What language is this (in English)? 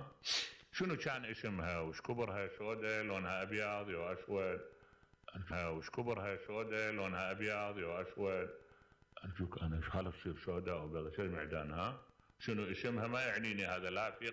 Mesopotamian Arabic